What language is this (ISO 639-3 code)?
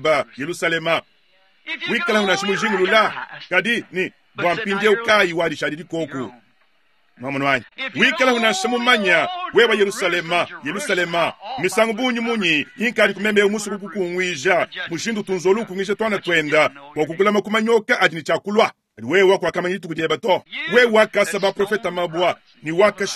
lua